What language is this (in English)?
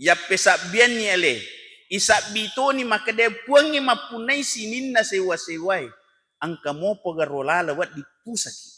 Buginese